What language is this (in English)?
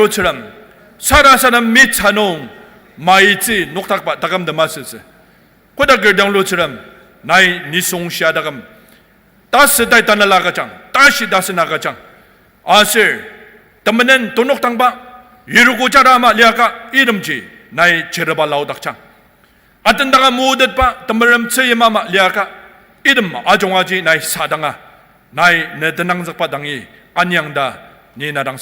Ao Naga